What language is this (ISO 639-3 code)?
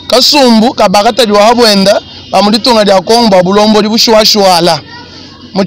lua